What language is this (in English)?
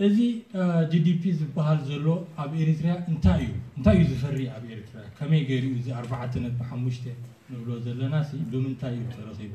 Tigrinya